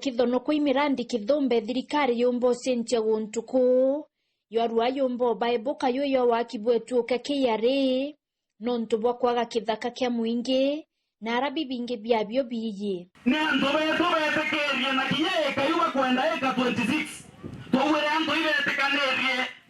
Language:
Meru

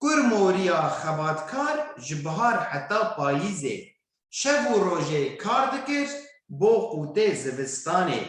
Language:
Kurdish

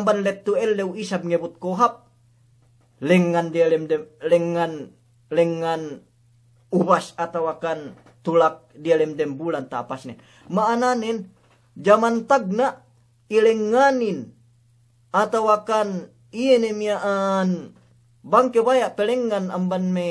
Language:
Yakan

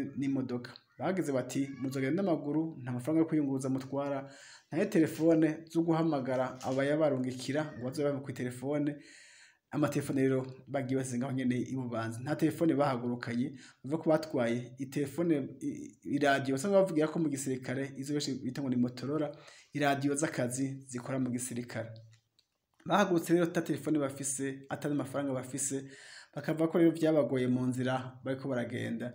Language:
Rundi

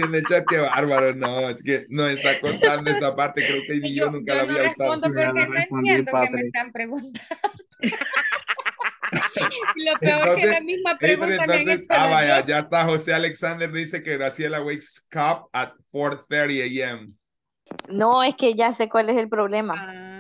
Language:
Spanish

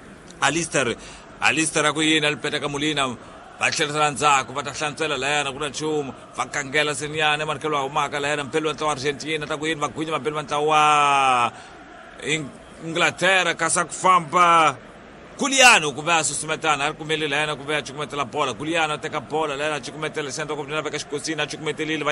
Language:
Tsonga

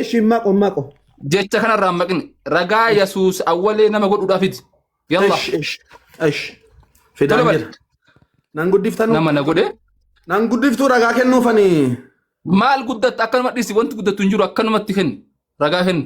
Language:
Oromo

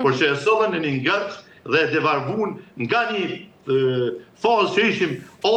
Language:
Albanian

